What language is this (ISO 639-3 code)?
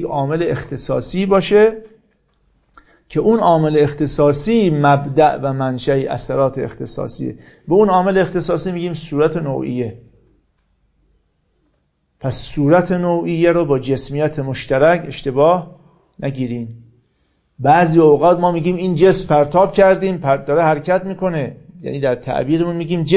fas